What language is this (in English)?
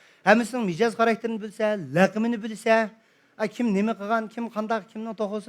Uyghur